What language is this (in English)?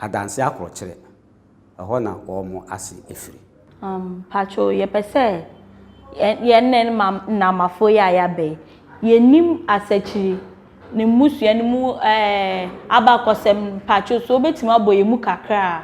Akan